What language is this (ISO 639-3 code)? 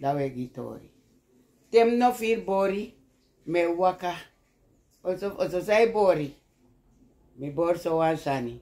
srn